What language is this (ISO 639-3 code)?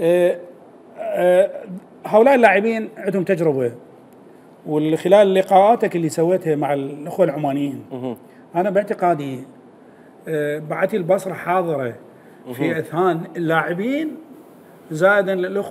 acm